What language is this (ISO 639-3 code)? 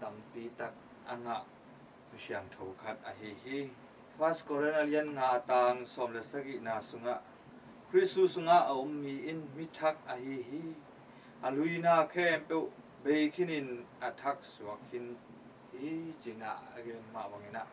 ctd